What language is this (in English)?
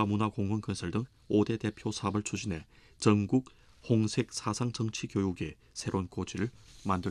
Korean